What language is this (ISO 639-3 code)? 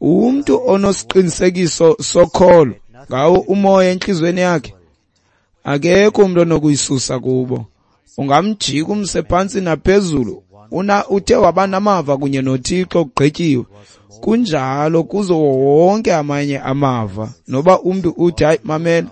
xho